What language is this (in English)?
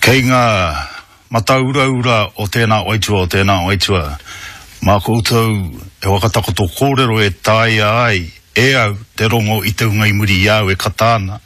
Māori